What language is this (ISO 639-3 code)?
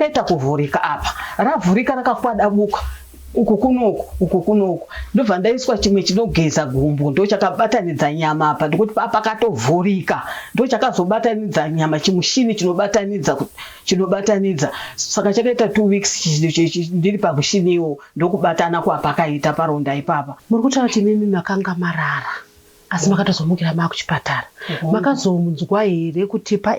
sna